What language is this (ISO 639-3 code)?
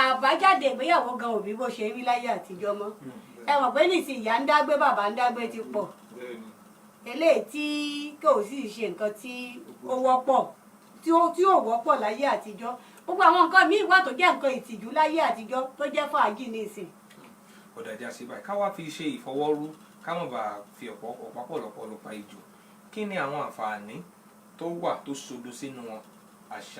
yor